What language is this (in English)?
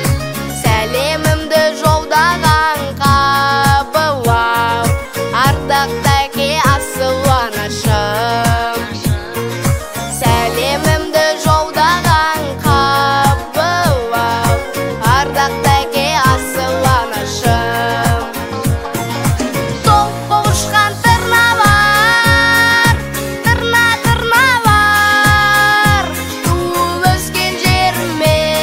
Kazakh